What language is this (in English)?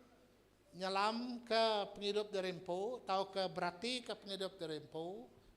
Iban